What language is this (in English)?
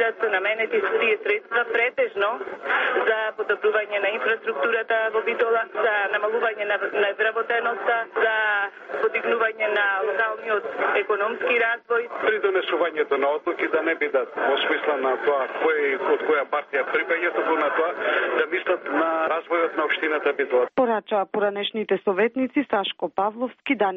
Macedonian